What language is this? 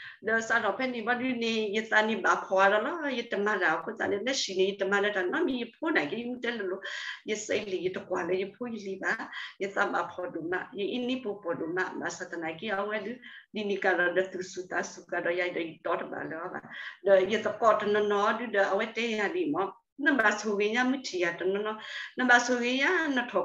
S'gaw Karen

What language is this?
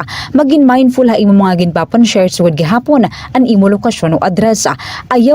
Waray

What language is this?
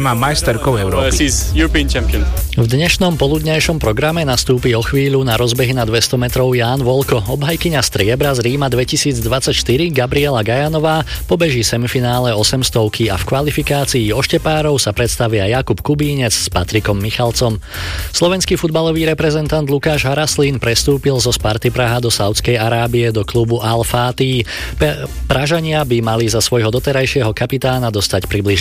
Slovak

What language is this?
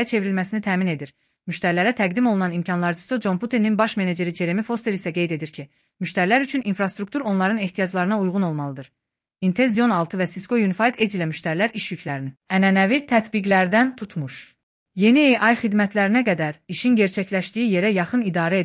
Azerbaijani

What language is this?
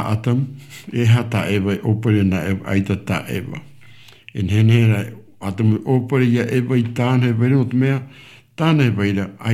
Tahitian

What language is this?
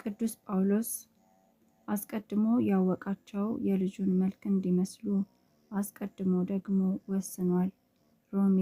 Amharic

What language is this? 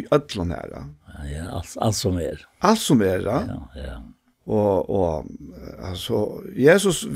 Faroese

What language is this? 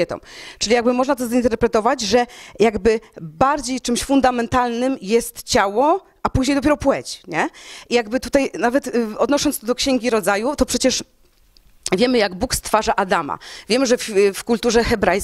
Polish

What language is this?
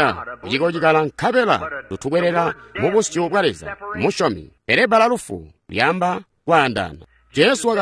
Tonga (Zambia)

